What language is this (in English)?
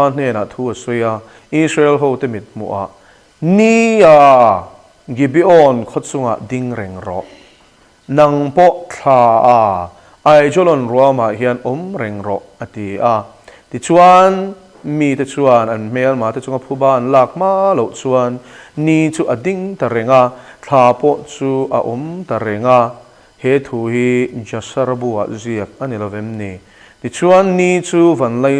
Mizo